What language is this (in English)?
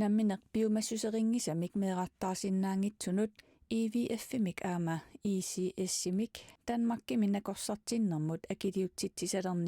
Kalaallisut